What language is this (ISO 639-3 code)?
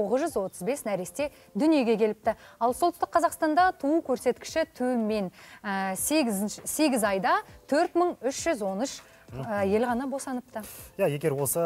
kaz